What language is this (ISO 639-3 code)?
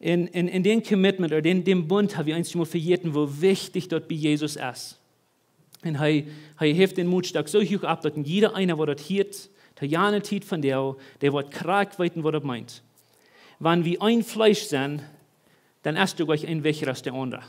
pdt